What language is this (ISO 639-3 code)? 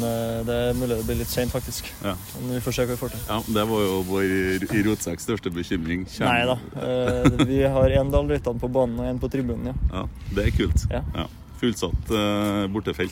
nor